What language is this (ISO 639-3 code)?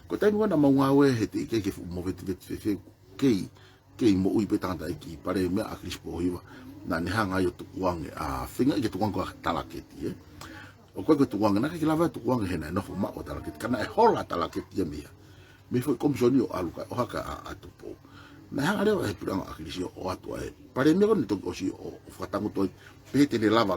ton